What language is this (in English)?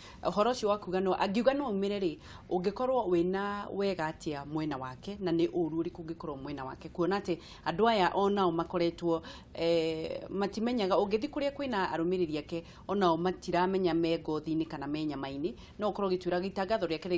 Kikuyu